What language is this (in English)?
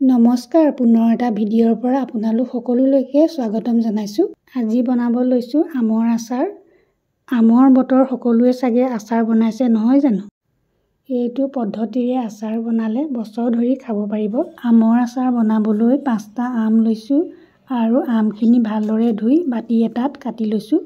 Assamese